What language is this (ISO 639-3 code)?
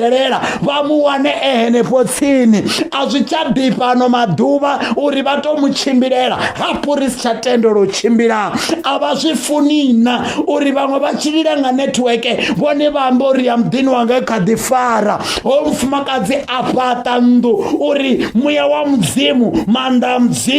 ven